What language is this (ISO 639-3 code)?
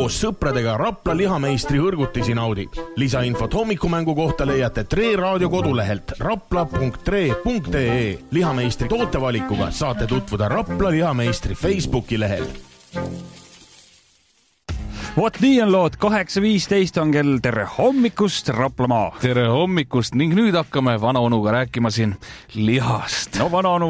est